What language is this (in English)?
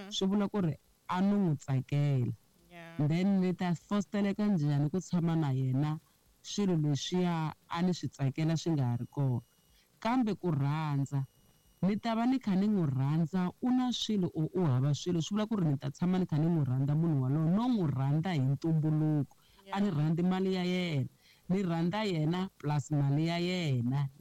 Tsonga